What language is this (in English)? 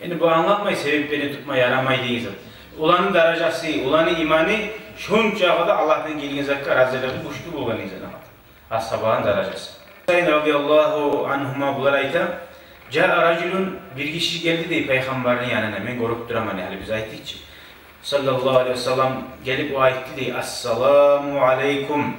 Kumyk